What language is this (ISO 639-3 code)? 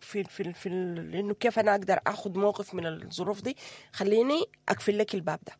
apd